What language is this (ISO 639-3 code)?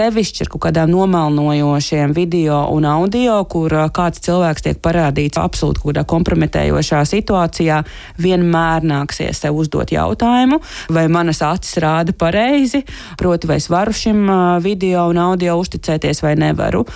lav